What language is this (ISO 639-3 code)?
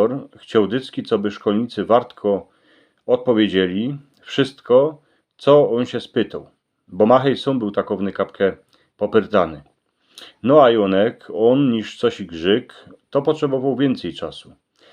szl